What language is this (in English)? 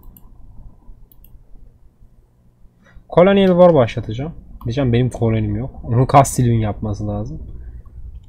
Turkish